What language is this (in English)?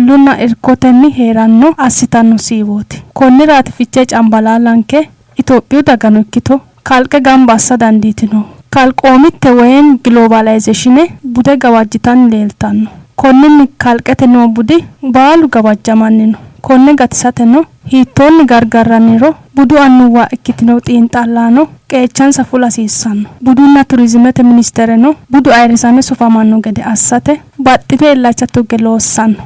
Sidamo